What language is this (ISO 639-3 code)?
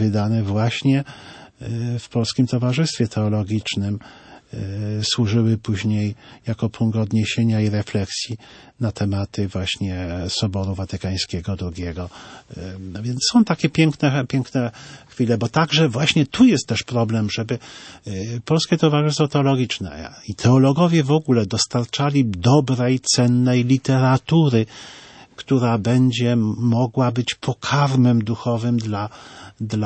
pol